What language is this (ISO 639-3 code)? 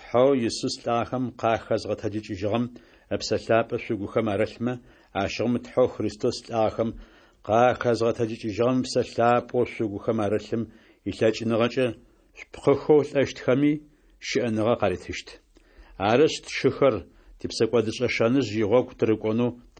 ady